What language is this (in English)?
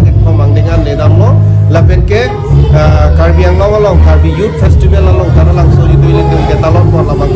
Karbi